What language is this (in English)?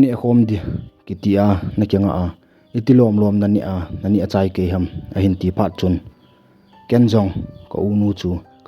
Thado Chin